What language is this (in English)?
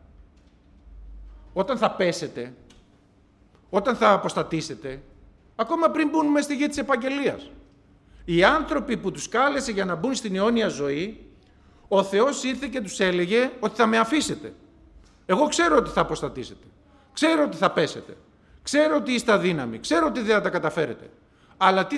Greek